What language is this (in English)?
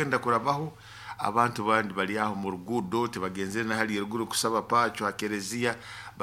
Nyoro